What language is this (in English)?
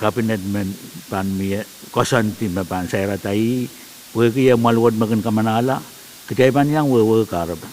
Pohnpeian